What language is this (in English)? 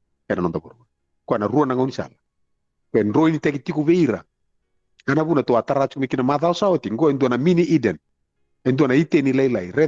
Fijian